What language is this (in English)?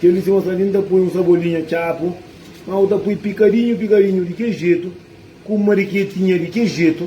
Kabuverdianu